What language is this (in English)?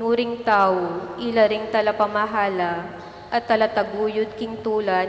Pampanga